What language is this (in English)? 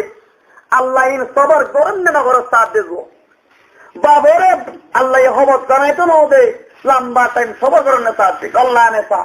Rohingya